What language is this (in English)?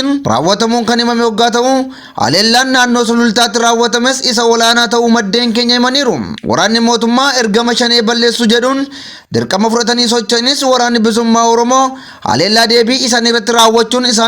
Oromo